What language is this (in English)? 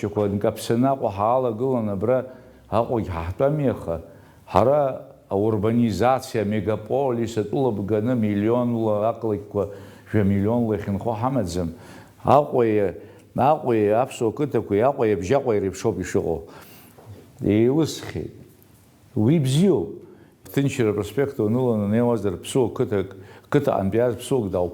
Abkhazian